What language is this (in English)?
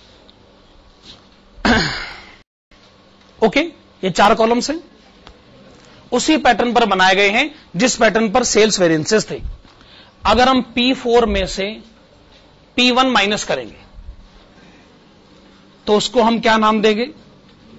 Hindi